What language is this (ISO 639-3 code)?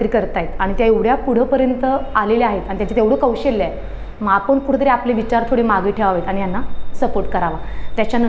mar